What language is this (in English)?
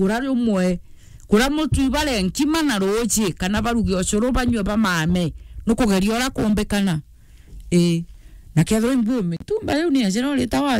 Meru